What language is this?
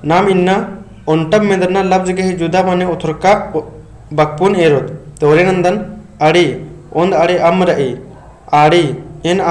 Kurukh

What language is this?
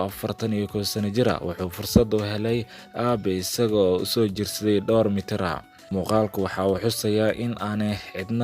Somali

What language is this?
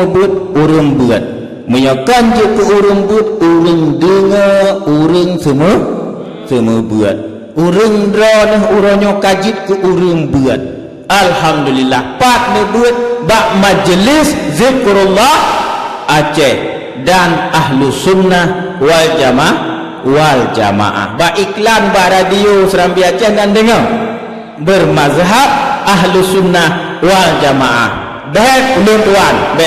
Achinese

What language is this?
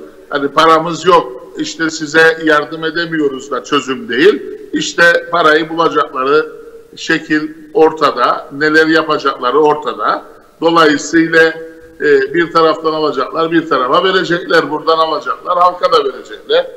Turkish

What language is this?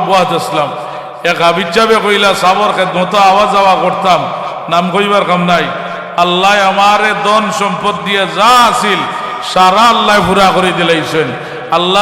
Sylheti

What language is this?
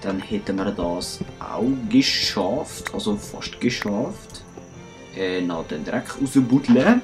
Swiss German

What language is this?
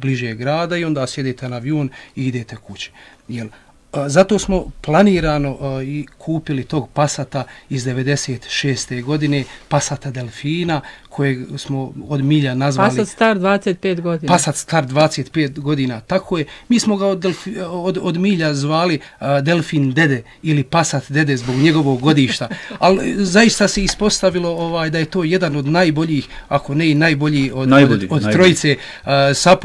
Bosnian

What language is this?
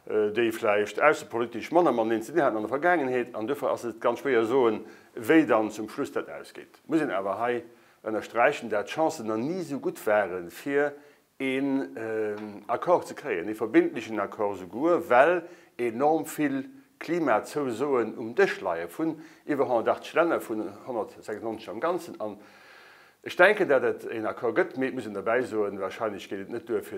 Luxembourgish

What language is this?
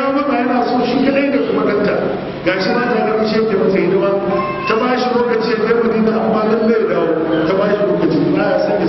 Hausa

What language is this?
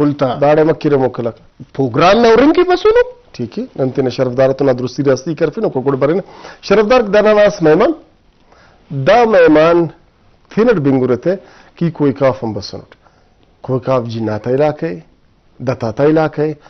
Brahui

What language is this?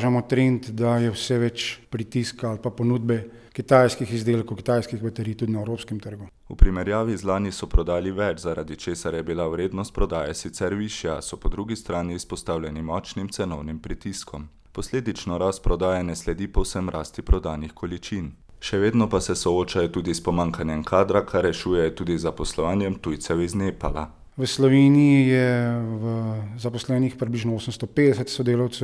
Slovenian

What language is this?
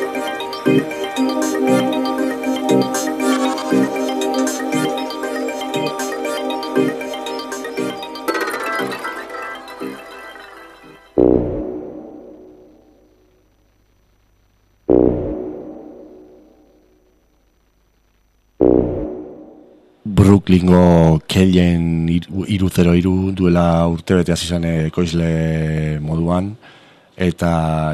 Basque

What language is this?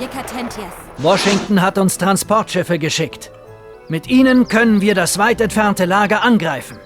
Bavarian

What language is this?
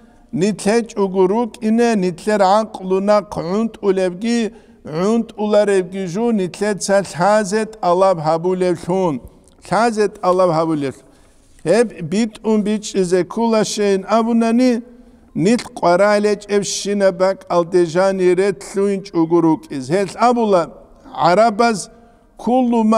Avaric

